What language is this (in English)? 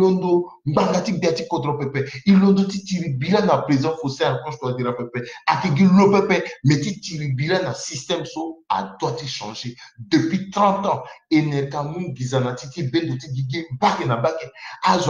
Sango